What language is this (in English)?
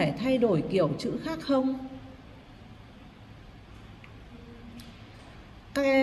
Vietnamese